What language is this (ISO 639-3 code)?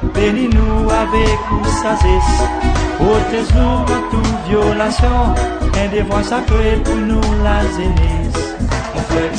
crs